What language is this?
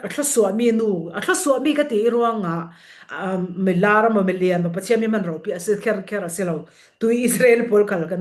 Falam Chin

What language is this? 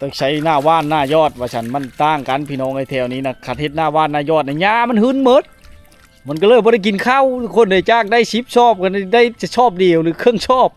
Lao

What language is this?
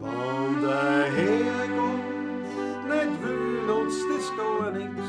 Bavarian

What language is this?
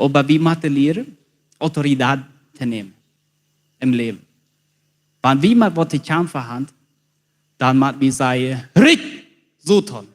Plautdietsch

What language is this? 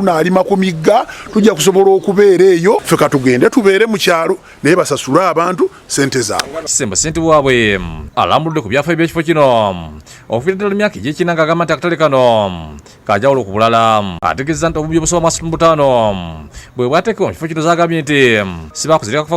Ganda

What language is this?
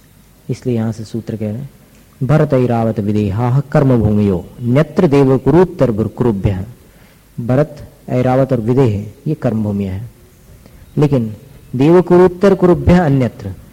Hindi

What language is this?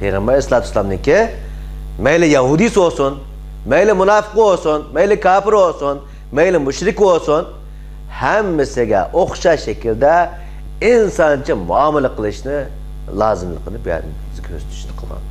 Uyghur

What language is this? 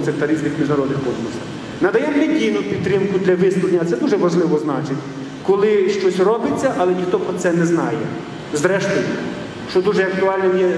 Ukrainian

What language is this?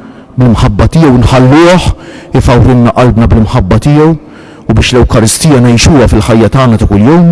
Maltese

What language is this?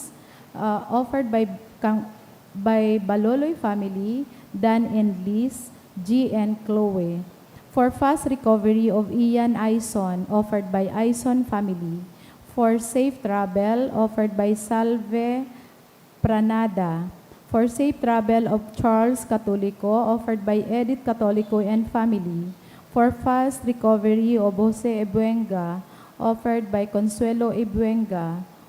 Bikol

